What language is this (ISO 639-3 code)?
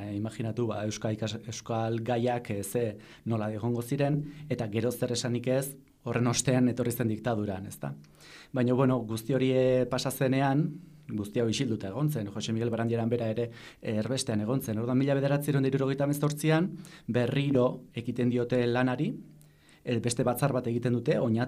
eus